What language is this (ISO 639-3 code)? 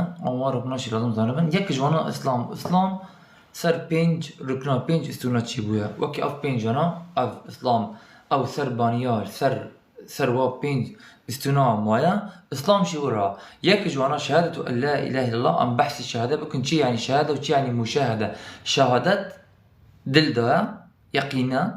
kur